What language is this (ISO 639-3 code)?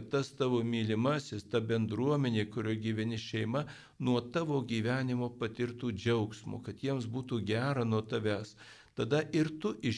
lit